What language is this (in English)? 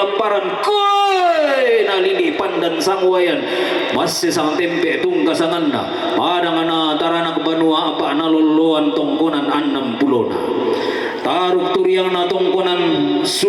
Toraja-Sa'dan